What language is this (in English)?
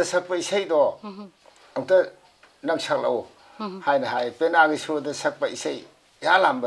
Manipuri